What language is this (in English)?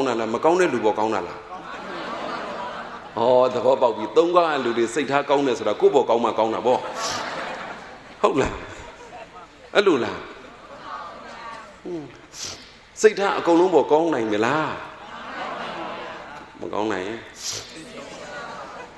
Burmese